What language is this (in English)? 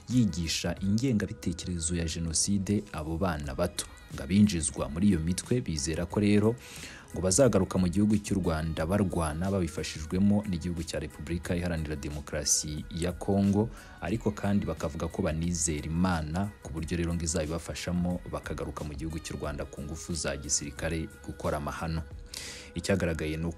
Kinyarwanda